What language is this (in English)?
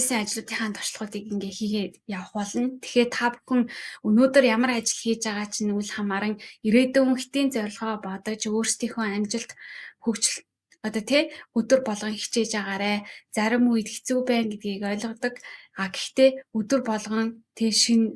Mongolian